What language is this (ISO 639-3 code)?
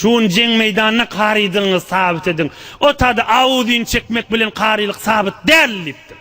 tuk